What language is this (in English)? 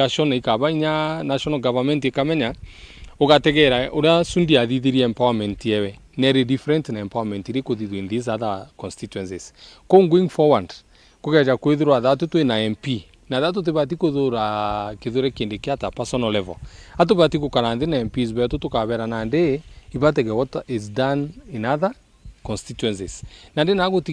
Meru